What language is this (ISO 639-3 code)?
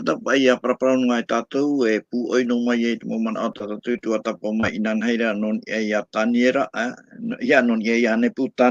tah